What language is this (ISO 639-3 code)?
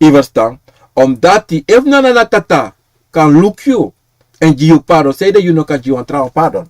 srn